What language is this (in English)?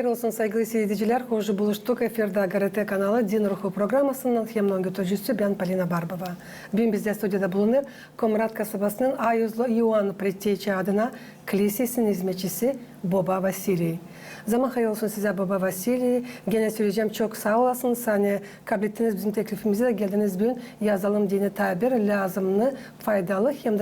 Gagauz